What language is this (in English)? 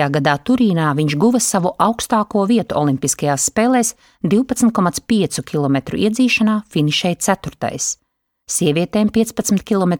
Latvian